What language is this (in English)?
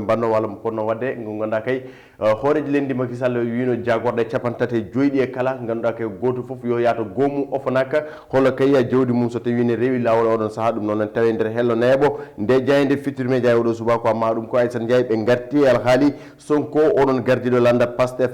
Fula